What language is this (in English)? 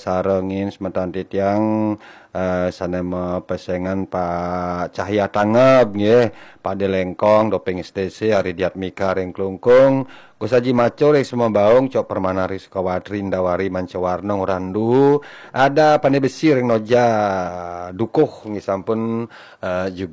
Balinese